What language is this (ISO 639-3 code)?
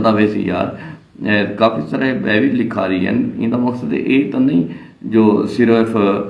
skr